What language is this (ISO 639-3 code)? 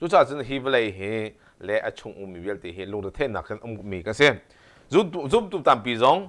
cnh